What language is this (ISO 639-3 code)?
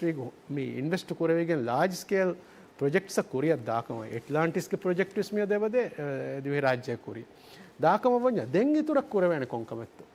div